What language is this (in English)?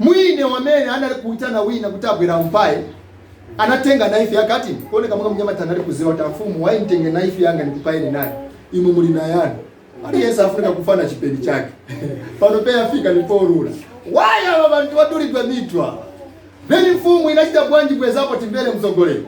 Nyanja